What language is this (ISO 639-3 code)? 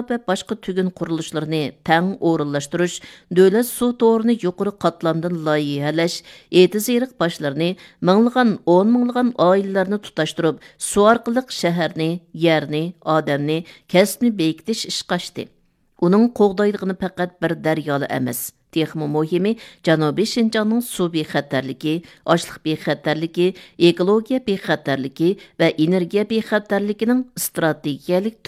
uig